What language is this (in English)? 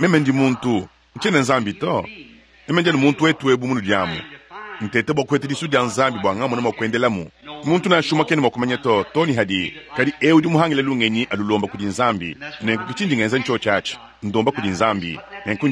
Luba-Lulua